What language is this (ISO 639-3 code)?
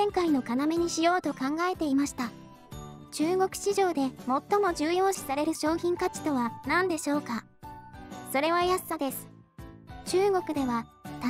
jpn